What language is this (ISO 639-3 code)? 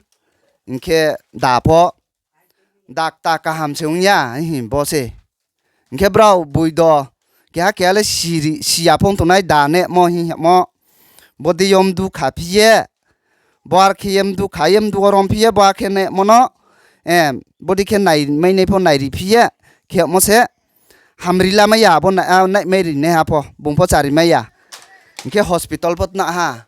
ria